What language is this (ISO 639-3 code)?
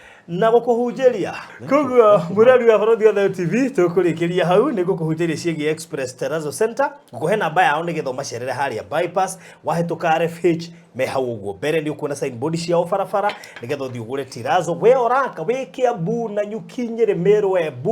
kik